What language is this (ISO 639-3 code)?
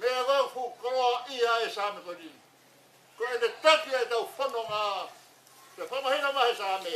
ton